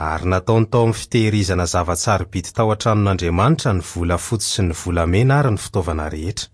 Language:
Malagasy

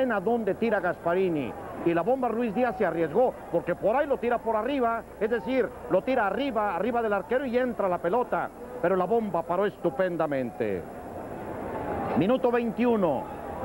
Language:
Spanish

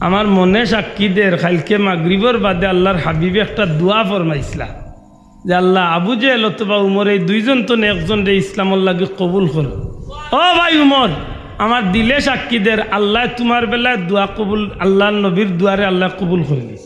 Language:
Sylheti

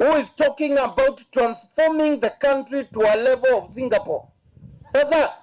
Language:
Kamba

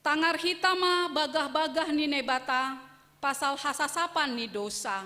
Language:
Batak Simalungun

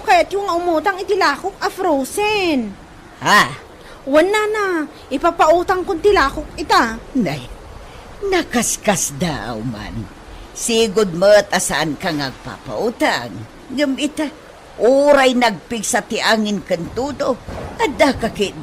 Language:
Iloko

